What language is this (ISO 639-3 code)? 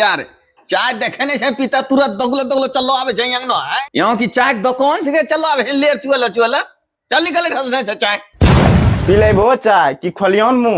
anp